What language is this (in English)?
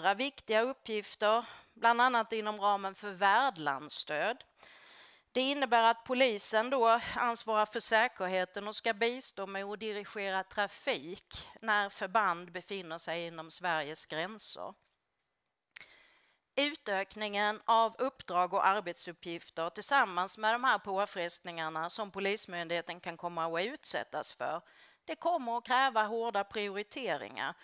Swedish